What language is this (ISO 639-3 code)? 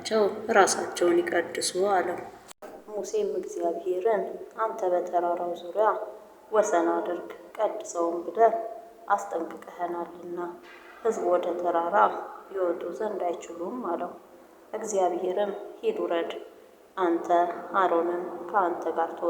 amh